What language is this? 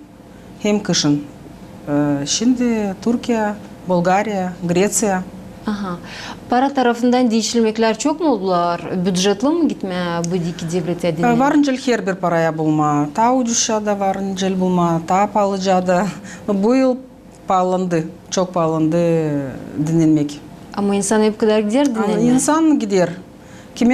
Gagauz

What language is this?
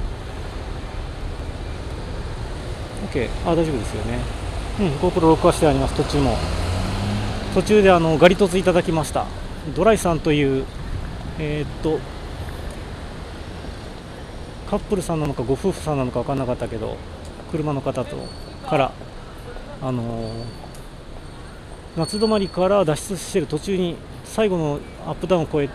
Japanese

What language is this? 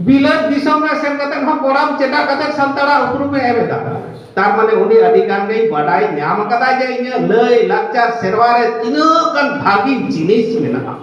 Santali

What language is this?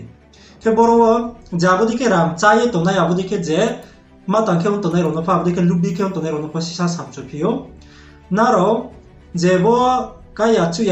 Riang (India)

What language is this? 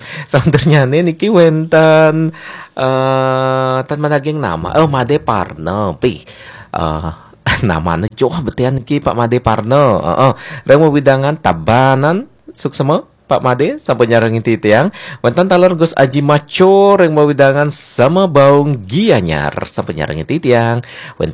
Balinese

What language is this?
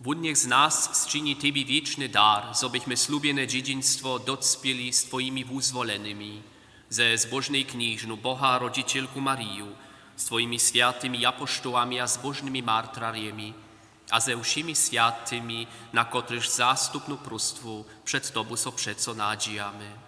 Upper Sorbian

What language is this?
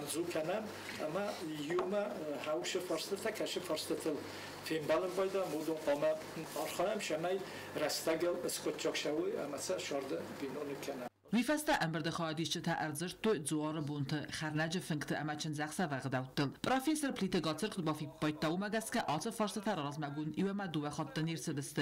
Ossetic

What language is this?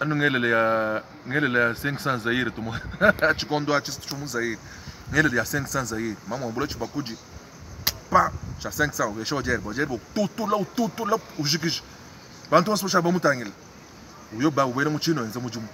Luba-Lulua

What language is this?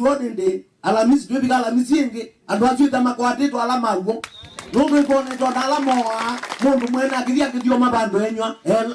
Kamba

